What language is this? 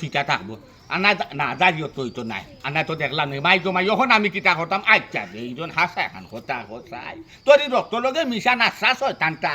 Sylheti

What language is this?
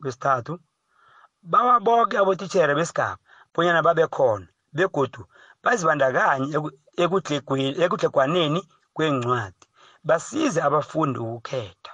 South Ndebele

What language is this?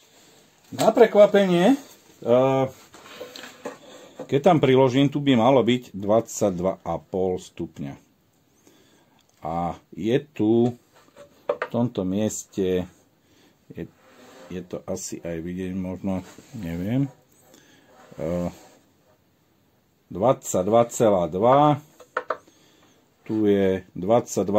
Slovak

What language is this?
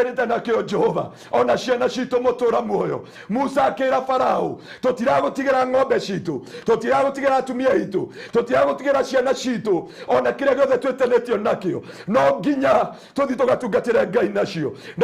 Kikuyu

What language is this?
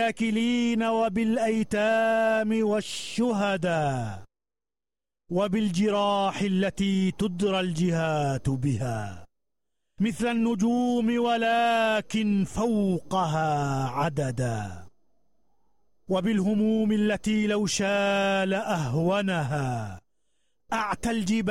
Arabic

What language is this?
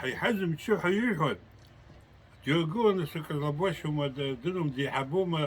Abkhazian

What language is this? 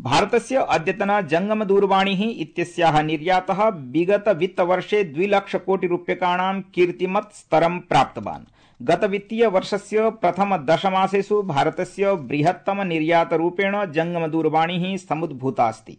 Sanskrit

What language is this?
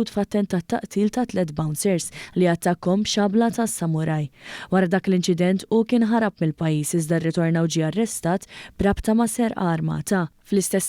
Maltese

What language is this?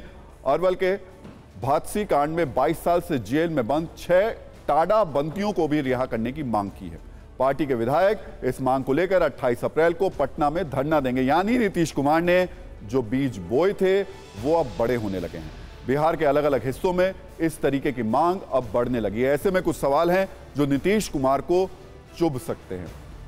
Hindi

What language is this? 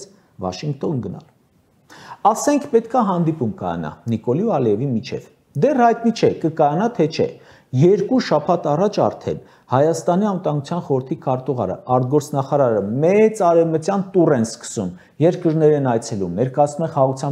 Armenian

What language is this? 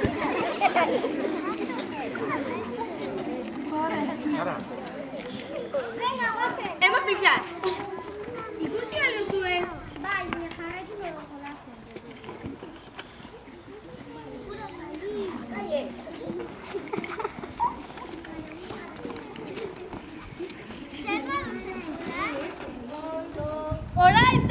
Basque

